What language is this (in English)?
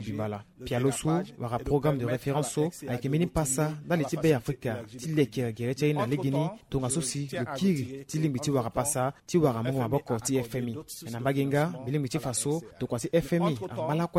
Sango